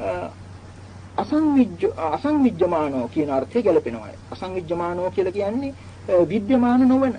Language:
Sinhala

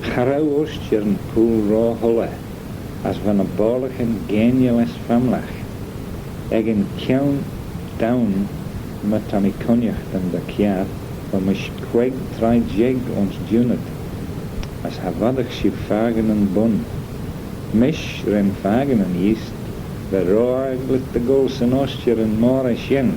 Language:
Manx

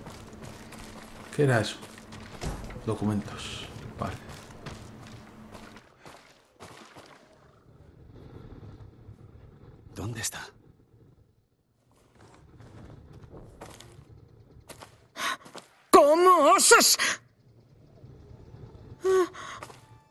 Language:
Spanish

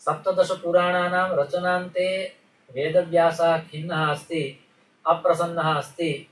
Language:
Sanskrit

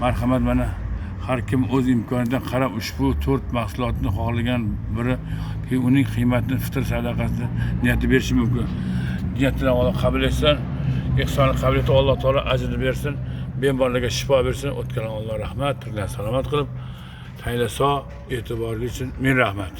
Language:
Uzbek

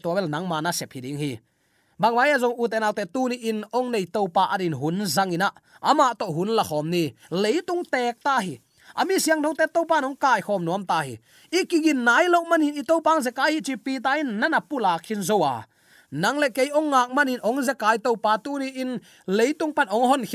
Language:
Tedim Chin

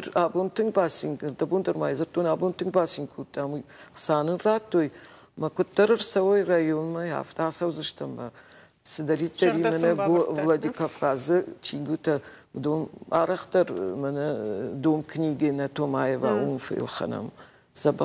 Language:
Ossetic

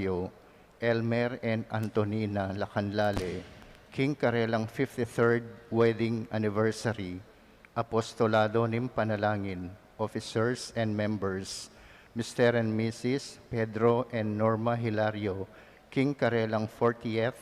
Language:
Pampanga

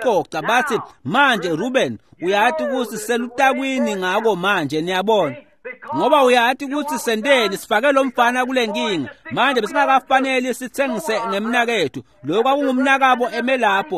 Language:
Swati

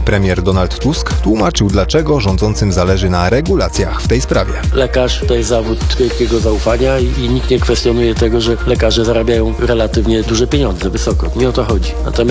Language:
Polish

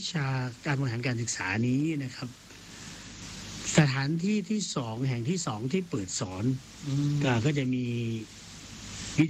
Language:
Thai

